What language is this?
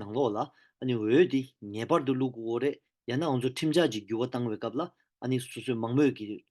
Tibetan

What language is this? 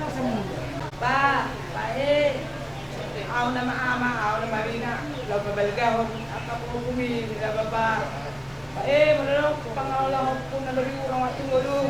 Batak Toba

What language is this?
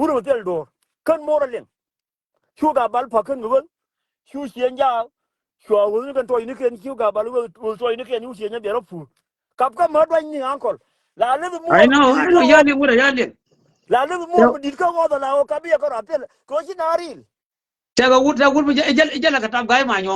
Nuer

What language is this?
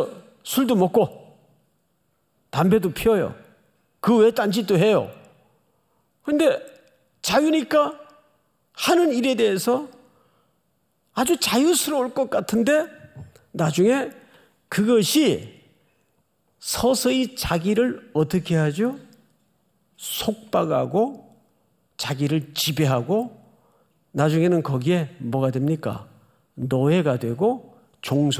Korean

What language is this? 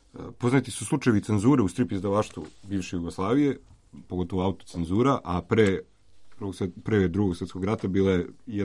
Serbian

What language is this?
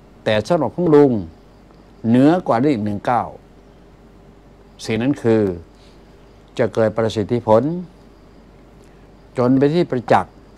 Thai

